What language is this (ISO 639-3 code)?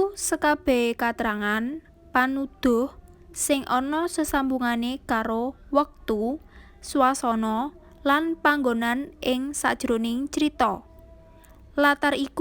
jav